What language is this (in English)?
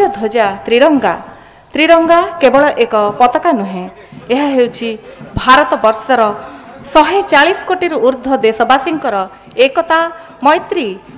Odia